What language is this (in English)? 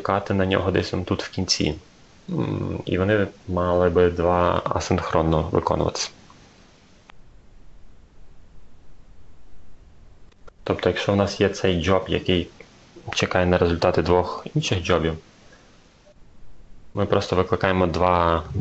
Ukrainian